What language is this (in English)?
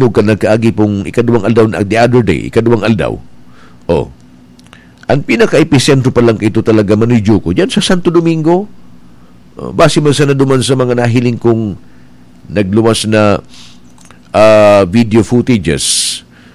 Bikol